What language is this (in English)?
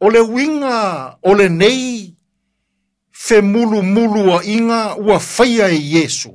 Samoan